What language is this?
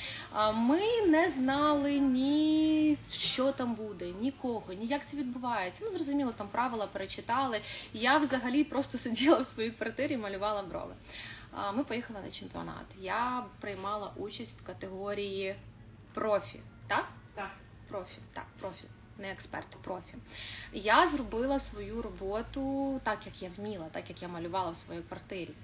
Ukrainian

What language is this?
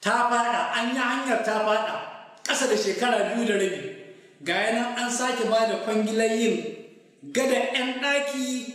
Hausa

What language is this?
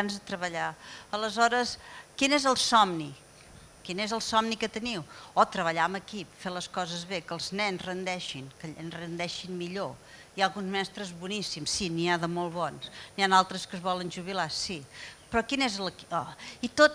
Catalan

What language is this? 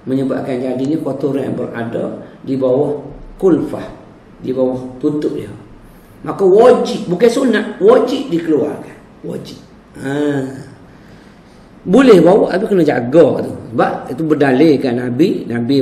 Malay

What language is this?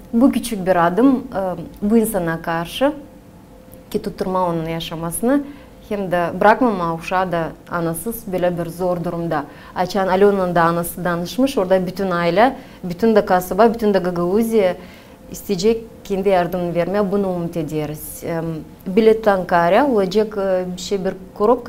Gagauz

